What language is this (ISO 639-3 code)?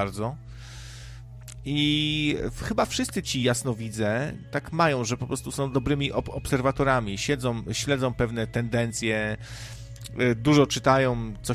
pol